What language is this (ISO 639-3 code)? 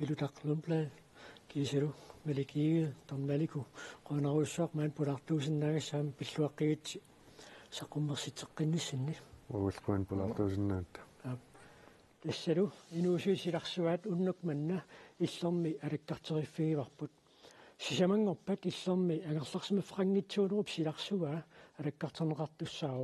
kal